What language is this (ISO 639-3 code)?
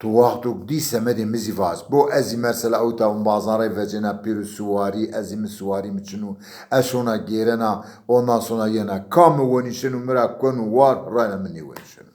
zza